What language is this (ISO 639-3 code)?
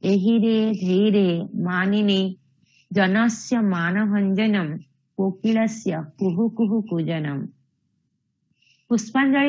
san